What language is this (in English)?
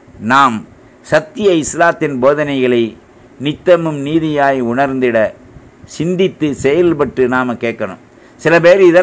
Tamil